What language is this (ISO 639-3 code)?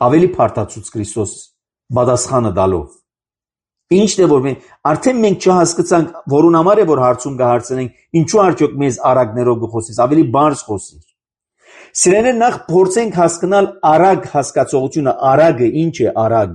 hye